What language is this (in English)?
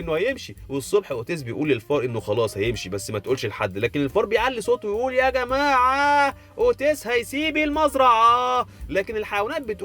Egyptian Arabic